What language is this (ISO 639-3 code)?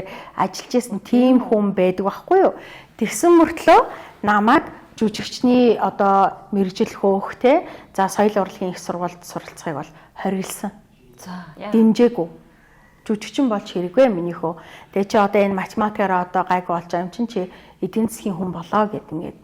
mon